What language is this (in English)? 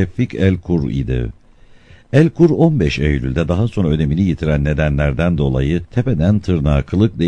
Turkish